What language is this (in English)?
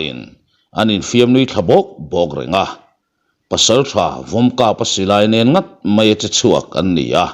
Mizo